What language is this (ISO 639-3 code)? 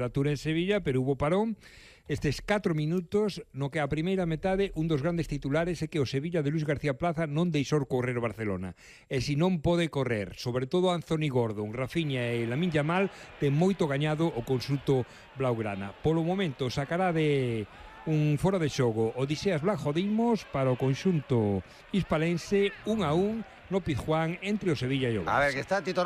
glg